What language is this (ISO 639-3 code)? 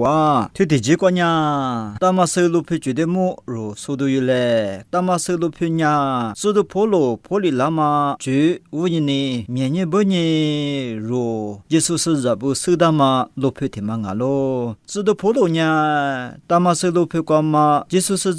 lis